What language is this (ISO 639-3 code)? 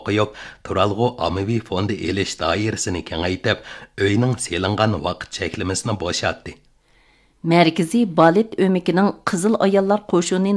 uig